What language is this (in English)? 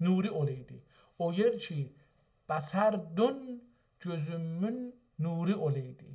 South Azerbaijani